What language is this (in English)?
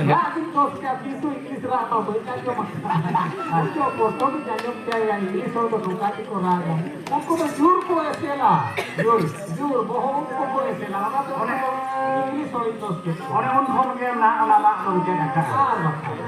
Santali